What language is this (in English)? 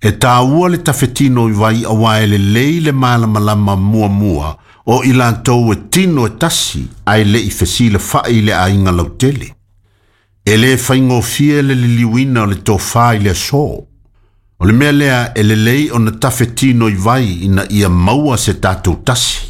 Samoan